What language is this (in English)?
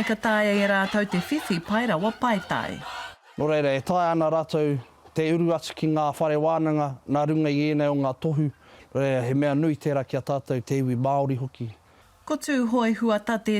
Māori